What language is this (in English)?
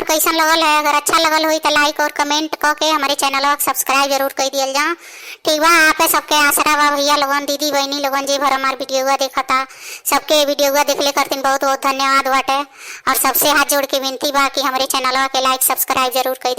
Bhojpuri